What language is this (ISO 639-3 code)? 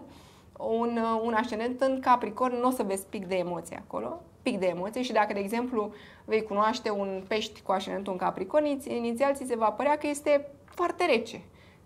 ron